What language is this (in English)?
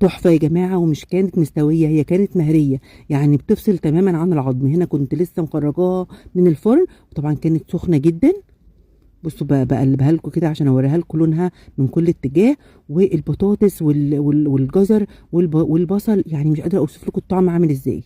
Egyptian Arabic